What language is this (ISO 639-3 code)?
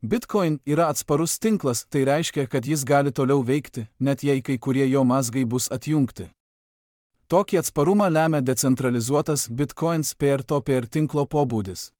lit